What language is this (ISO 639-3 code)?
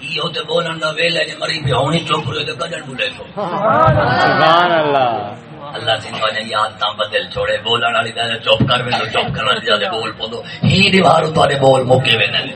skr